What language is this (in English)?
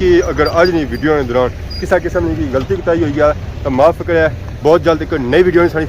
Pahari-Potwari